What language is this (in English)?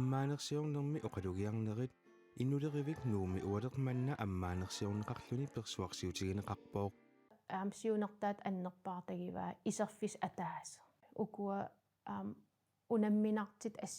Kalaallisut